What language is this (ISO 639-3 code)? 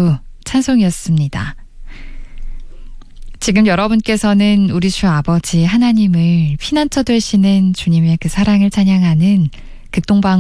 kor